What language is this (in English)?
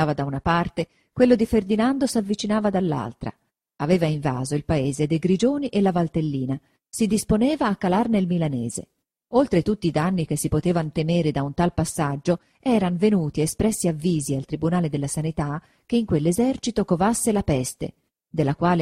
Italian